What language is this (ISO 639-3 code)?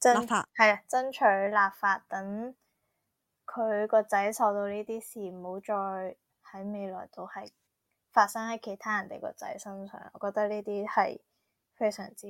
yue